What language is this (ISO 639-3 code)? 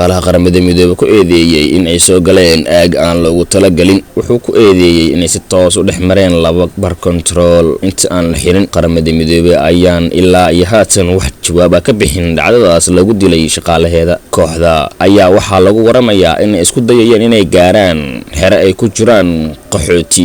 som